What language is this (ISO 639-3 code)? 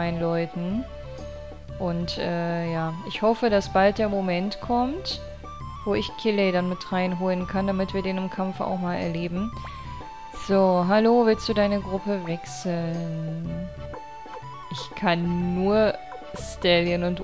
deu